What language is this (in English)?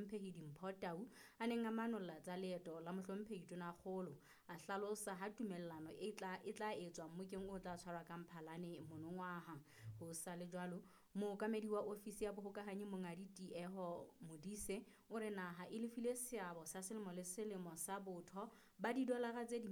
Southern Sotho